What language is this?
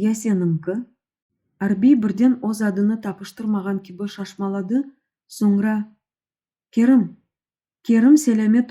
Crimean Tatar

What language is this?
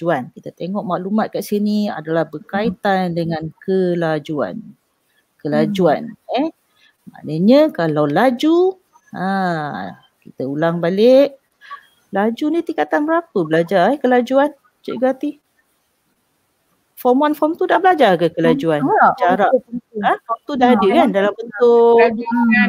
Malay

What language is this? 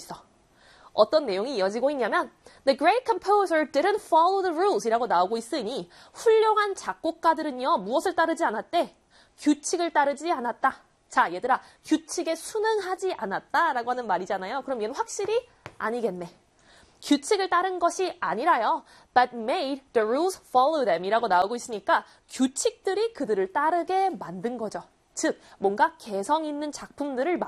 Korean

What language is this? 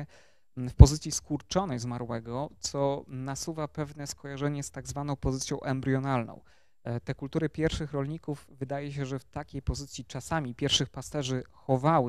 Polish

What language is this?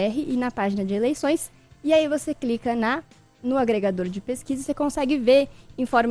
Portuguese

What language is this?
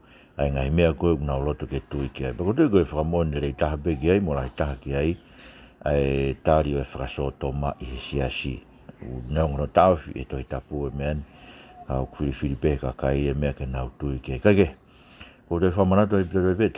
Tongan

